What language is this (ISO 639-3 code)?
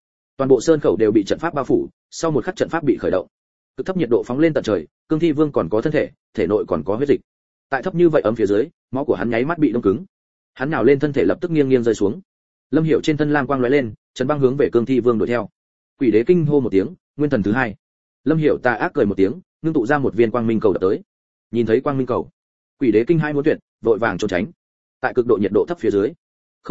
vie